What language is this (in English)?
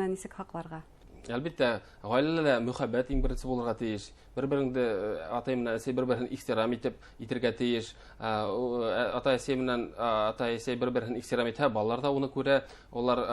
Bashkir